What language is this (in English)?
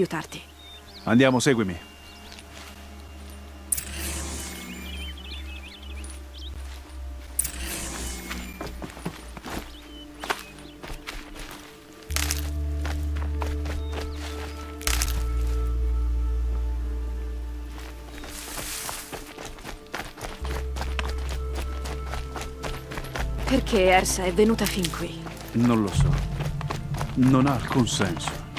Italian